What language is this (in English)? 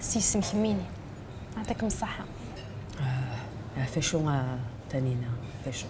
Kabyle